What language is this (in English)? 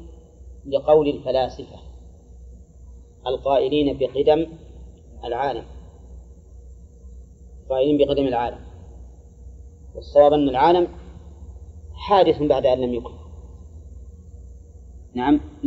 Arabic